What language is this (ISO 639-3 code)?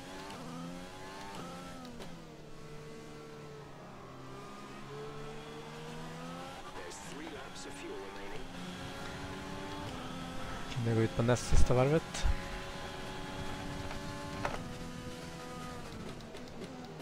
swe